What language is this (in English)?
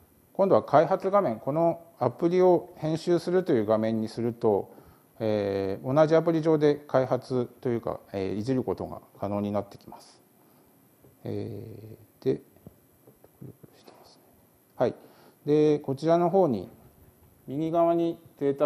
Japanese